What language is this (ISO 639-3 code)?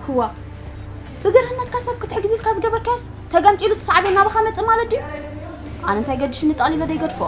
tir